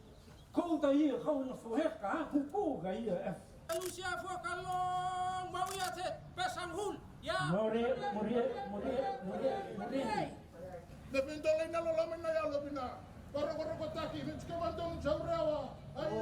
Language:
Fijian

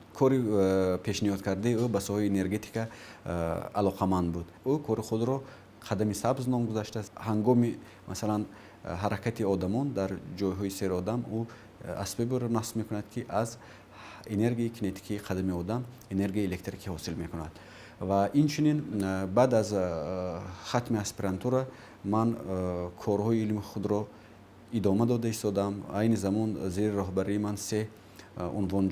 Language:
Tajik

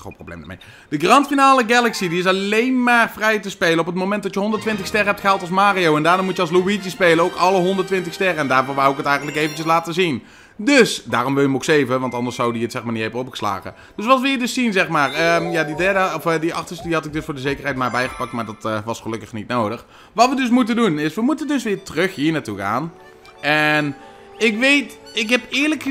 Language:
Dutch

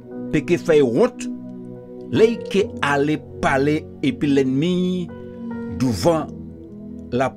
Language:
Guadeloupean Creole French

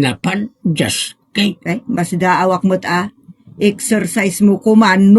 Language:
Iloko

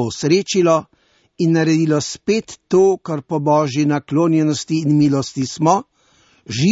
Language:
Slovenian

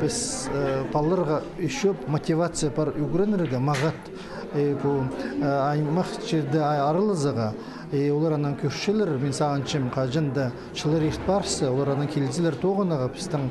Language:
Khakas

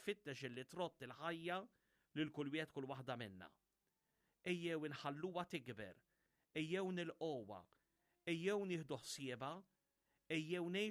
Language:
Maltese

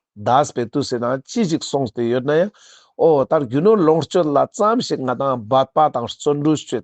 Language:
Ladakhi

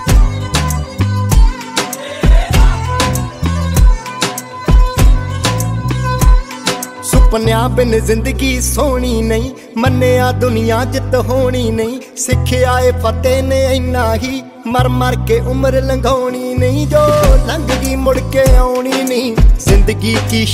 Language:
Punjabi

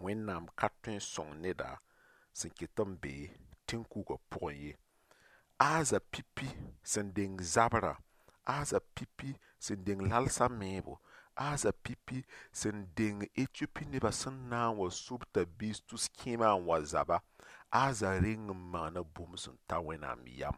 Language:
Mossi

